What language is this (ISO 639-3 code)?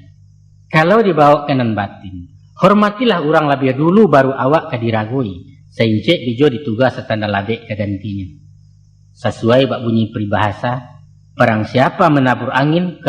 min